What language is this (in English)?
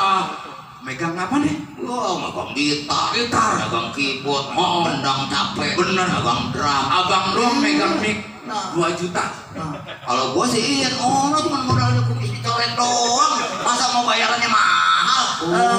Betawi